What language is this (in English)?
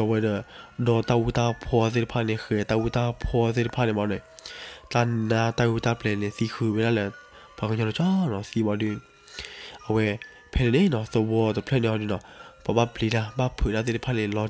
S'gaw Karen